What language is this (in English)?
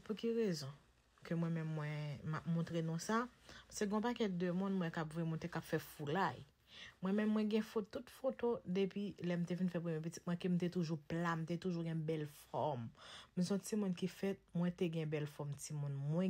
Haitian Creole